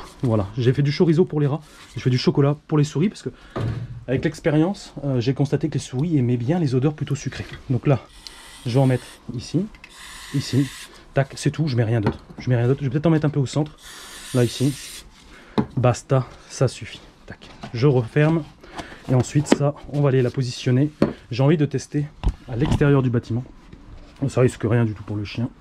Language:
French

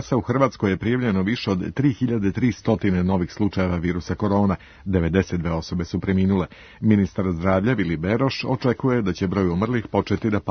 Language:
Serbian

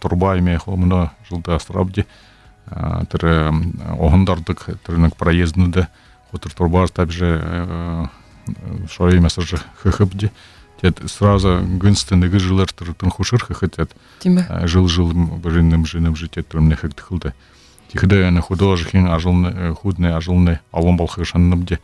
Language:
Buriat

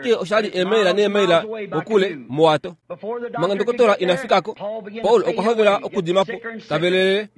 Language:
Kuanyama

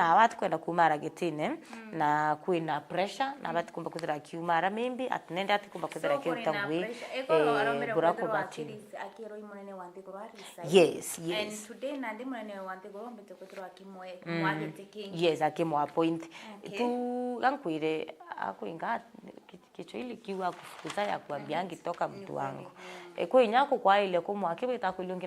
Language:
Meru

